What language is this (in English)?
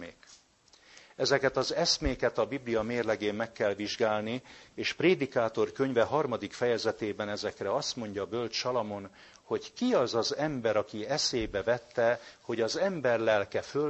Hungarian